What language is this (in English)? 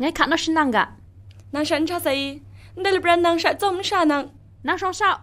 Kachin